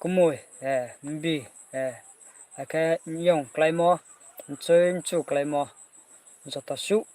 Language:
Riang (India)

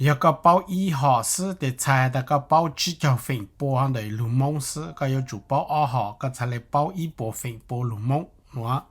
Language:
Hmong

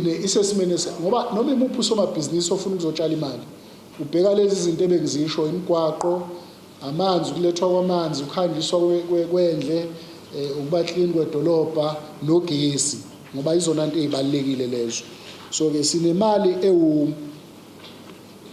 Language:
Zulu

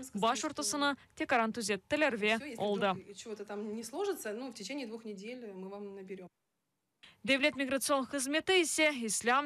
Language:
Crimean Tatar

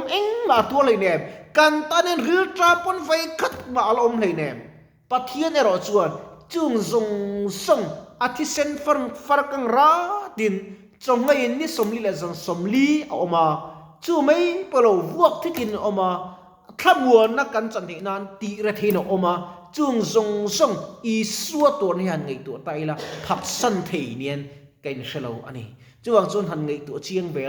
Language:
Mizo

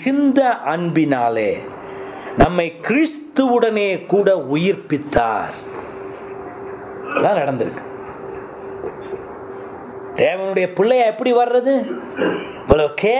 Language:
Tamil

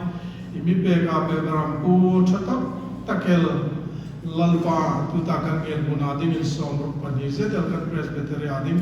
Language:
Hmar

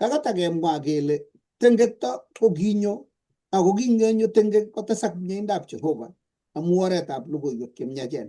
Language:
Kalenjin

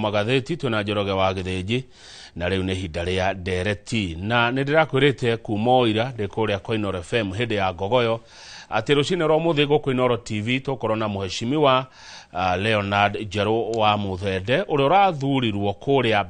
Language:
Kikuyu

